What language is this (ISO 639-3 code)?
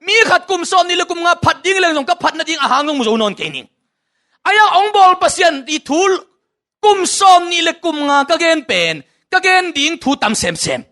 ctd